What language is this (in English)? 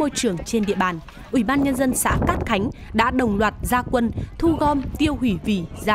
Vietnamese